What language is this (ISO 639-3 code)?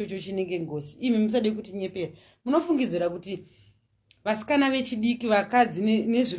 sna